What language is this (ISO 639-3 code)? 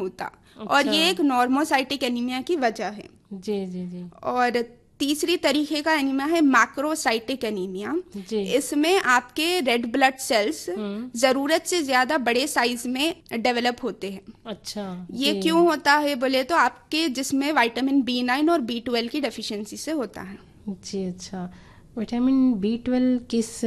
urd